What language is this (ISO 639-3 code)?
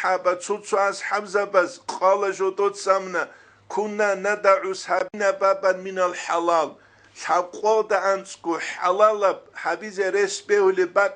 ava